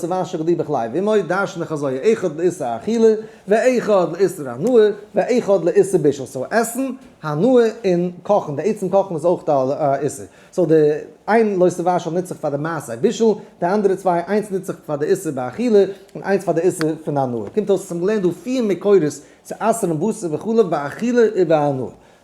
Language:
Yiddish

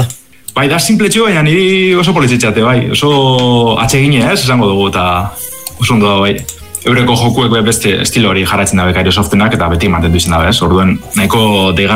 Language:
Basque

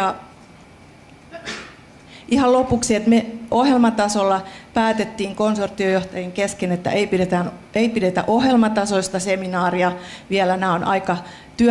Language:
Finnish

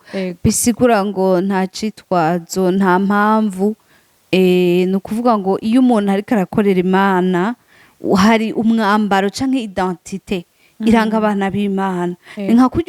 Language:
Rundi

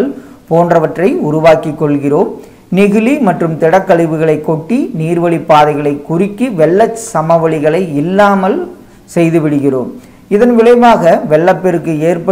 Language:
Tamil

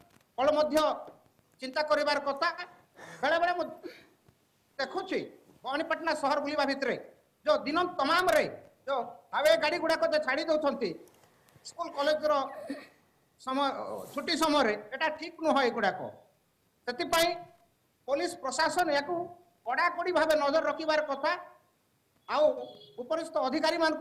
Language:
Odia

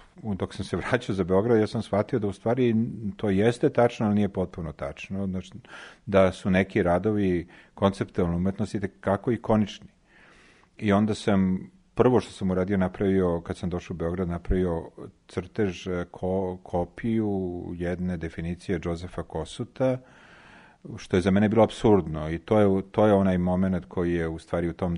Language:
Serbian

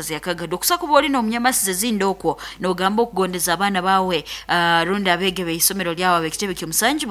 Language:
Nyankole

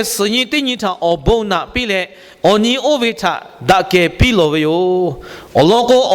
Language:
Lahu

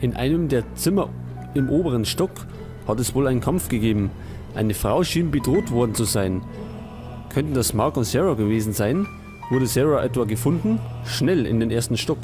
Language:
Bavarian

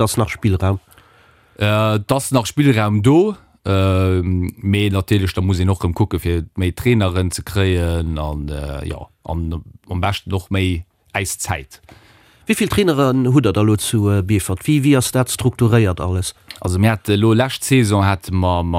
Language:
Luxembourgish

